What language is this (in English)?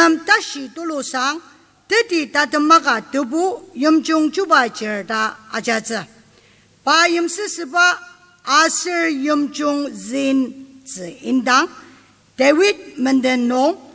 Ao Naga